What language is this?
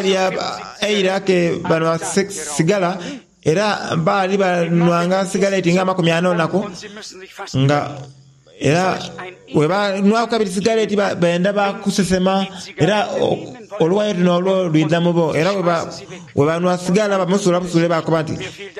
Soga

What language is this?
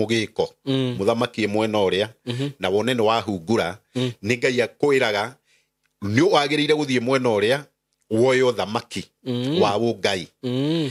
Kikuyu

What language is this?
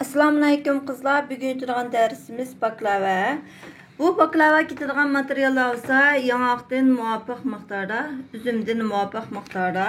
Uyghur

